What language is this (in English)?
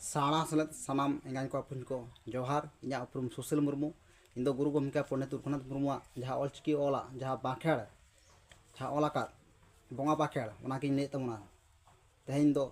Santali